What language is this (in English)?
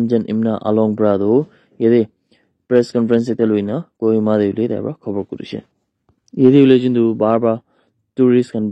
Naga Pidgin